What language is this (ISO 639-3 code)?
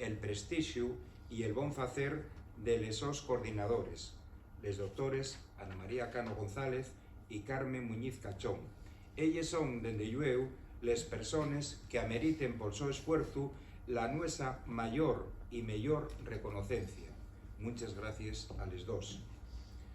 ast